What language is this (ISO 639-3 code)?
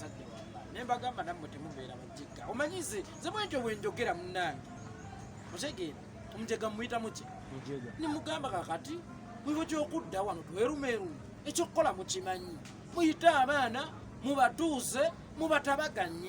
lug